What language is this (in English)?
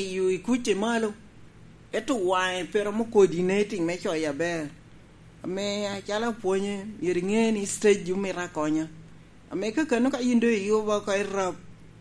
Lango (Uganda)